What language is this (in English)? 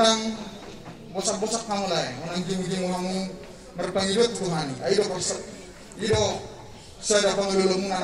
Batak Toba